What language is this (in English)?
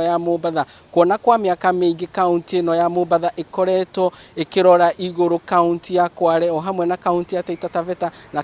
Kikuyu